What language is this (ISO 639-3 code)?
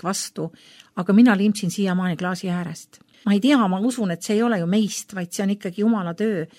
est